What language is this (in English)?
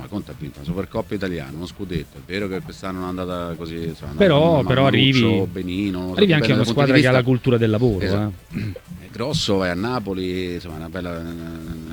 Italian